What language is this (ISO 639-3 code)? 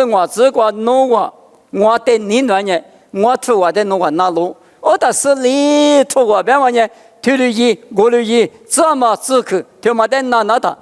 lis